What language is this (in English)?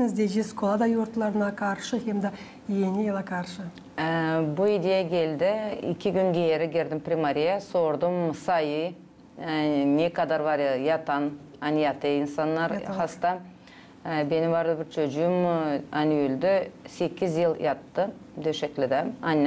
Gagauz